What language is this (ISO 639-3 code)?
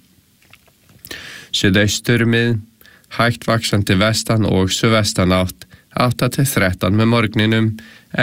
isl